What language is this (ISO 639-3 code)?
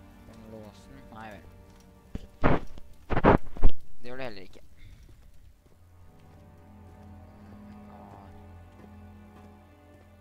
nor